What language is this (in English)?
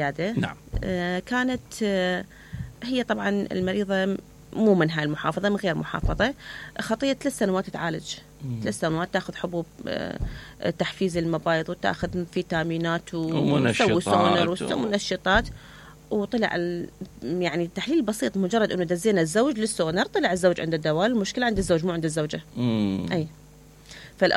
Mesopotamian Arabic